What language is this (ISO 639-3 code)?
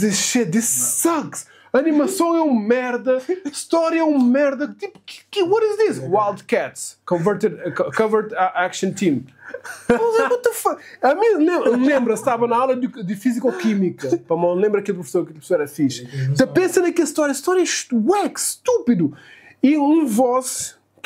kea